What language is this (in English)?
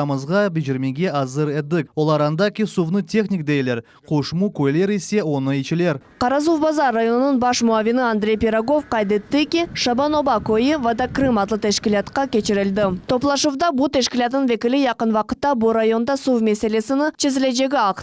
Crimean Tatar